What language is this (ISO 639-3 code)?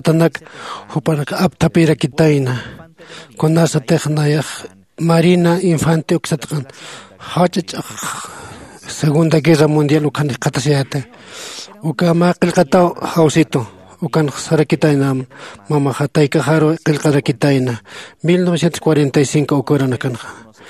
aym